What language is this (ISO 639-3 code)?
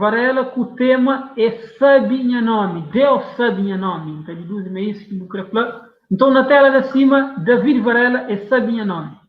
kea